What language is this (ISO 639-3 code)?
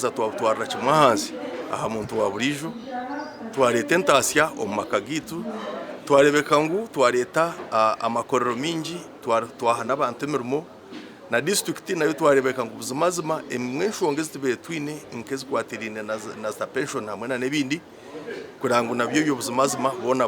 nyn